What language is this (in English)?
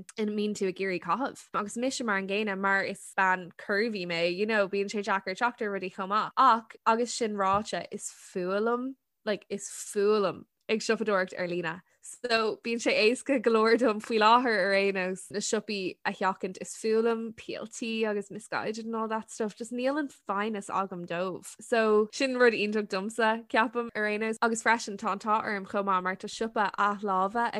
Irish